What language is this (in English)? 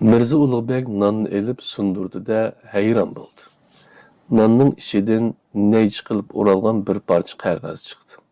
Uyghur